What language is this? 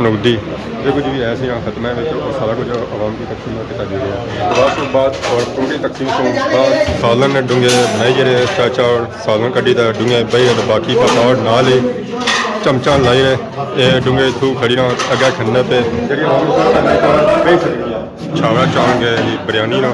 Pahari-Potwari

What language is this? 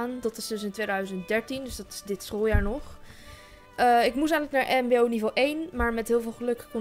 Dutch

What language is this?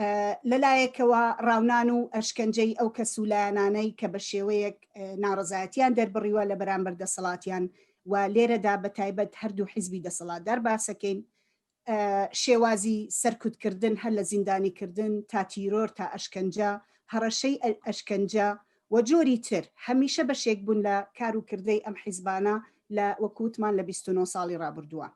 Central Kurdish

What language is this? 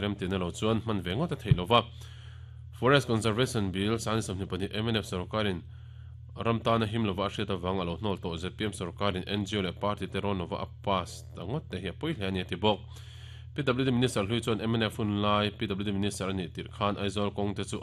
Mizo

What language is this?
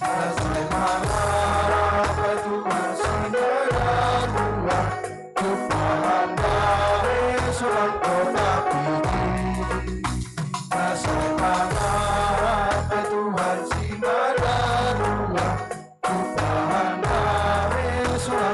Batak Simalungun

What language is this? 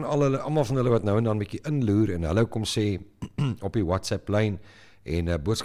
Afrikaans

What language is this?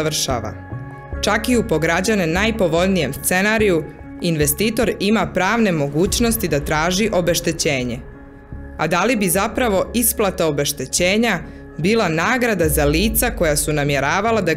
Serbian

